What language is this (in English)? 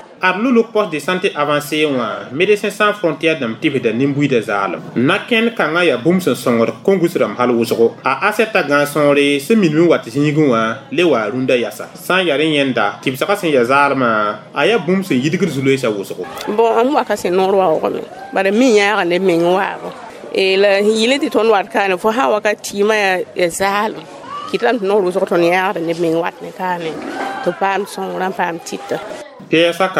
Mossi